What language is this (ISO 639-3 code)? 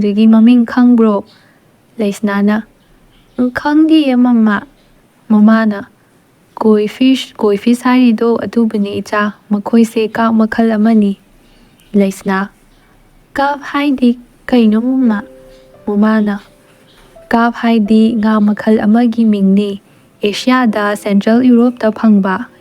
mni